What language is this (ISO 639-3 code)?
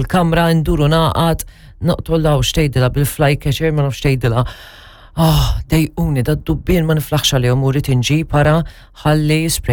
mlt